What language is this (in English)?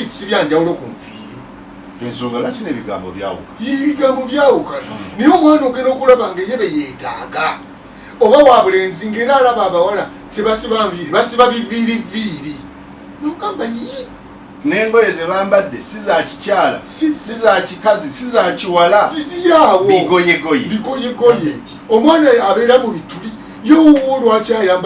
Ganda